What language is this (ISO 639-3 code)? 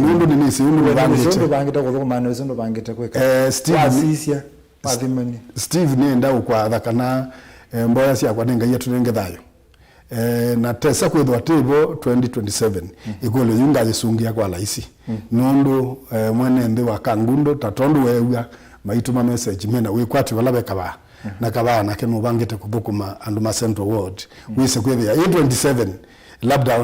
kam